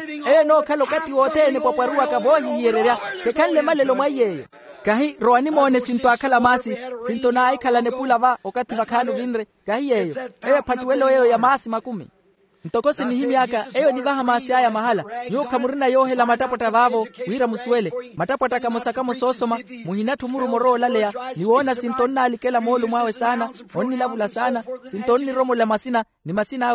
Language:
Makhuwa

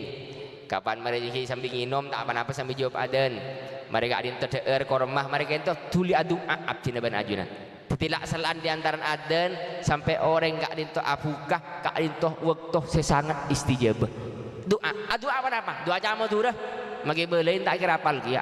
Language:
Madurese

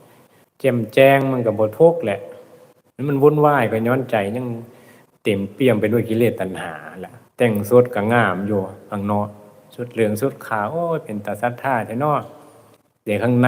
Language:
Northeastern Thai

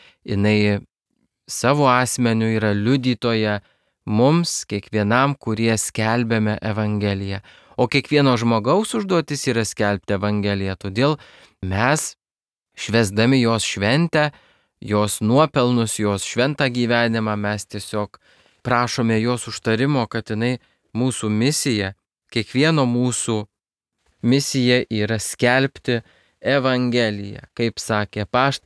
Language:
Lithuanian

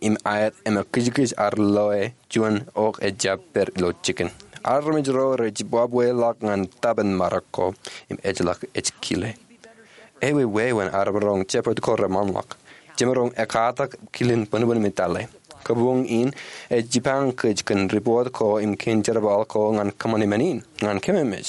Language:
Marshallese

